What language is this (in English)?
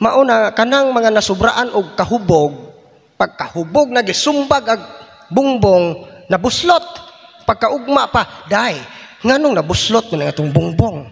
Cebuano